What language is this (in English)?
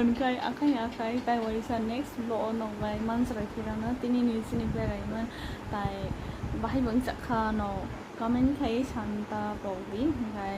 Kok Borok